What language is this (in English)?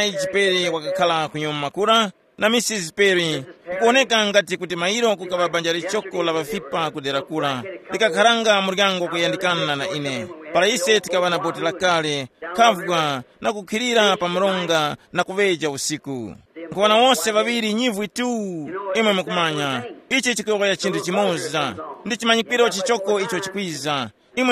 Tumbuka